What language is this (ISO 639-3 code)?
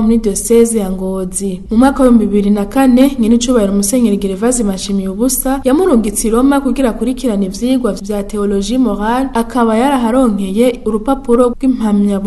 run